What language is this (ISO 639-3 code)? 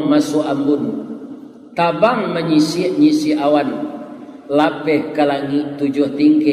min